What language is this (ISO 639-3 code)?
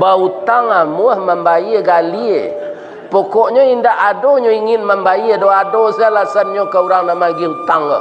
min